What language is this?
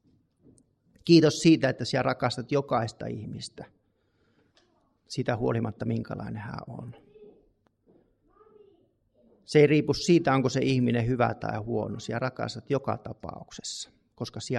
Finnish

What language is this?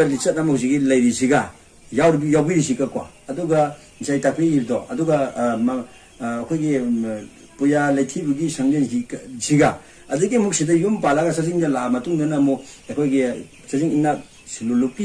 Manipuri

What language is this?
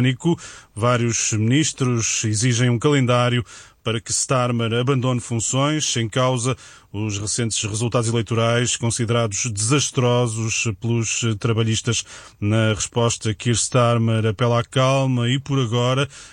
Portuguese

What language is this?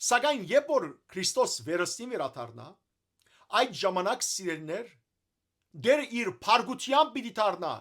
Western Armenian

